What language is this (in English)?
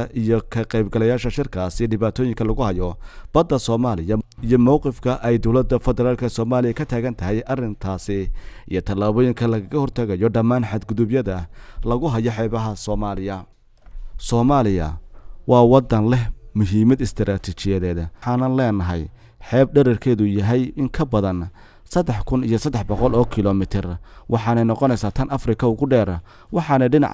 Somali